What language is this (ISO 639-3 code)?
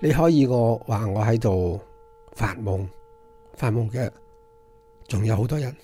yue